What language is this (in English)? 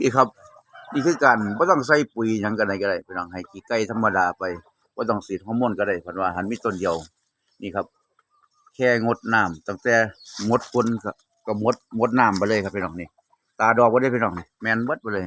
Lao